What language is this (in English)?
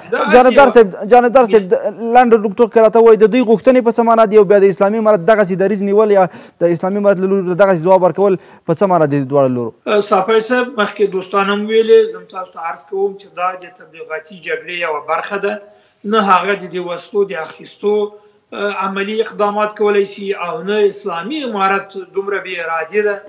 Pashto